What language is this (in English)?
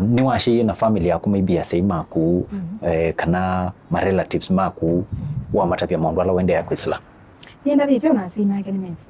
Kamba